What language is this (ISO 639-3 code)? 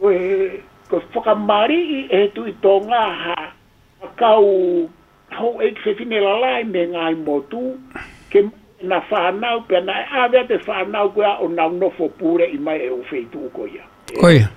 ton